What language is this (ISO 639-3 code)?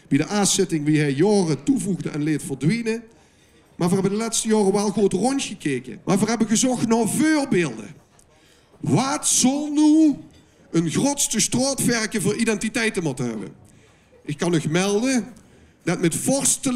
lim